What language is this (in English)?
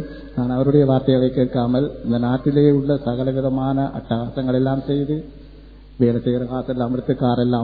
Tamil